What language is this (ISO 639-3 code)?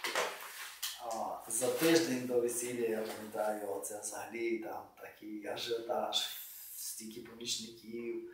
ukr